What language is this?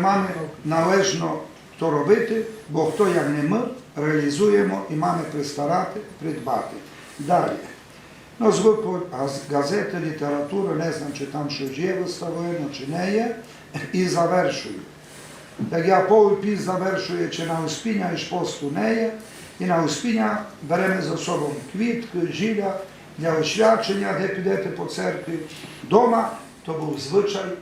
Rusyn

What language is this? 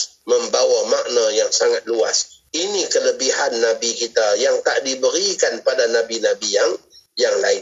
Malay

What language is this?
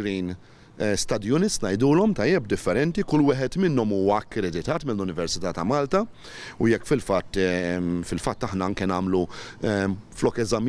Maltese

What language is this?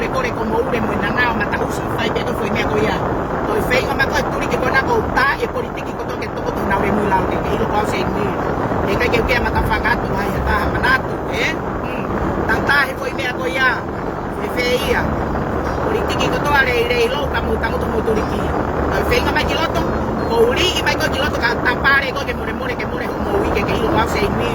Tongan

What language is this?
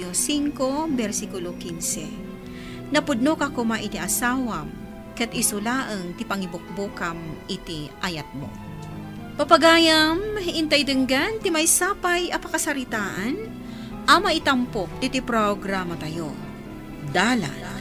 Iloko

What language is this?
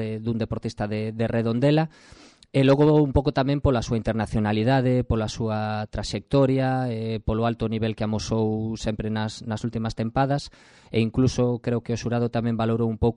Galician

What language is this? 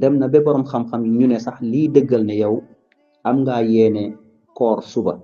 Wolof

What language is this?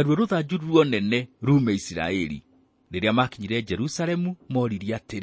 Kikuyu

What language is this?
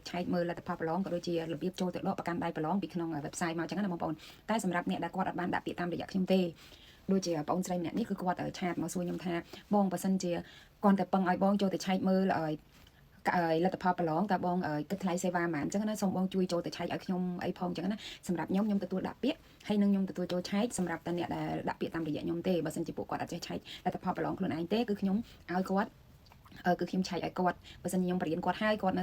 Khmer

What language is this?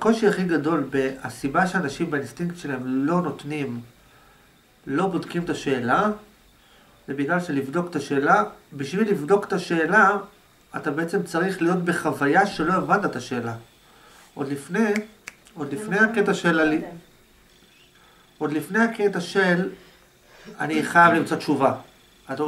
Hebrew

